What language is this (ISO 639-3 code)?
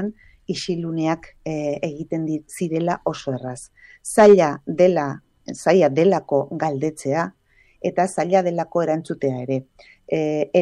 eus